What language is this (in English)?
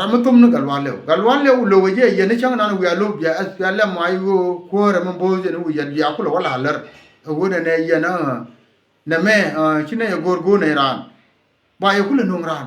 Nuer